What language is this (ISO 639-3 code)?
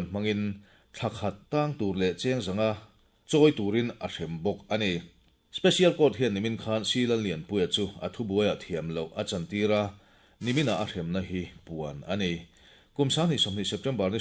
lus